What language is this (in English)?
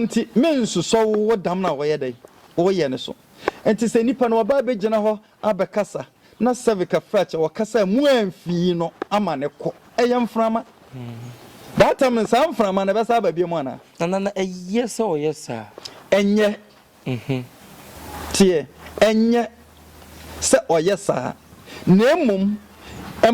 Akan